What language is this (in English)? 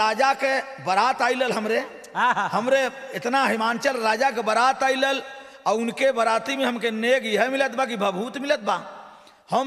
Bhojpuri